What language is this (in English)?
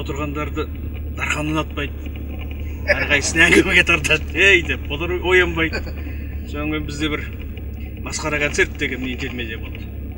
Kazakh